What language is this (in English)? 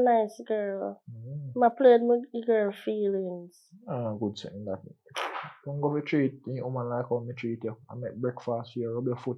Jamaican Creole English